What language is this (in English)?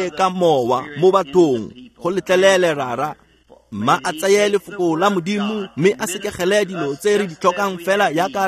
Tswana